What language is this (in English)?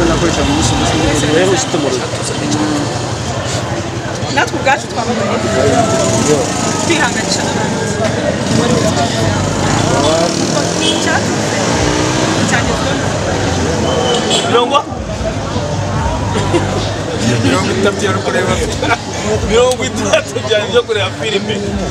Kinyarwanda